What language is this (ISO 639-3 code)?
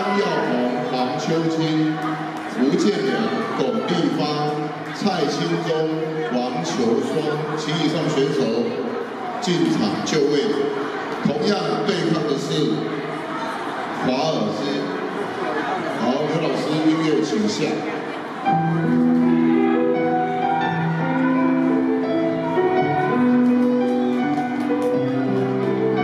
zho